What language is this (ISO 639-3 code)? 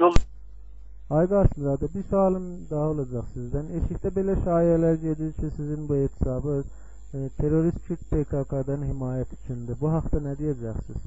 azb